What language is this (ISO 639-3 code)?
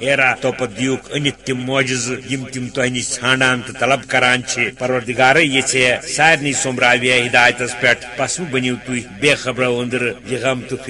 kas